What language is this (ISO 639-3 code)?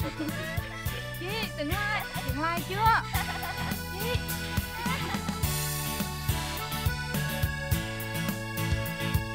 vie